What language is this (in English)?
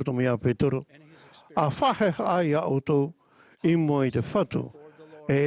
Tahitian